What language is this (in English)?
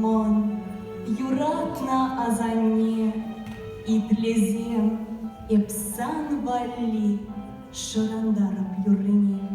Chuvash